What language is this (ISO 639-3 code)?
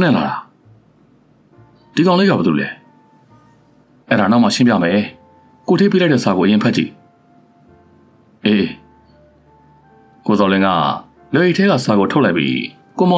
mya